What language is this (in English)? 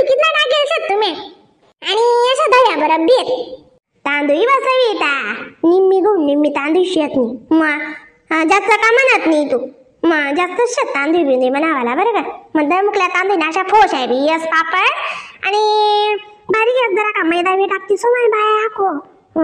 Khandesi